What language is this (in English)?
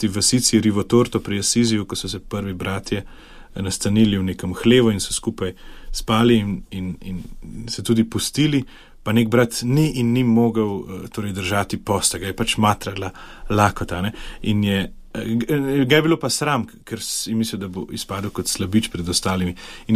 Slovenian